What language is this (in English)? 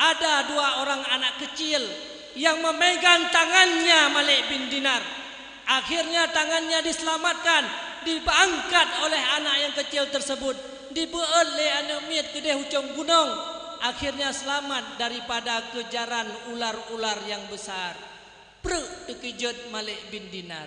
Achinese